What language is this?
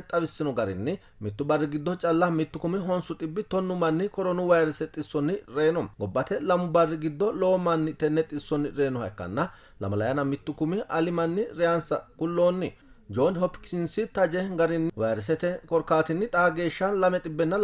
Sidamo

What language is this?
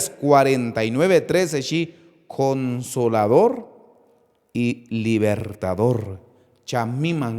Q'anjob'al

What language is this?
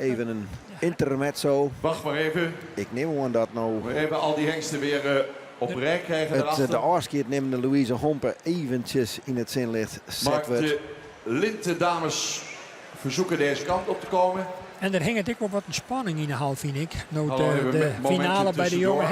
Western Frisian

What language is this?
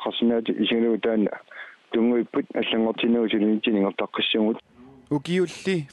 Kalaallisut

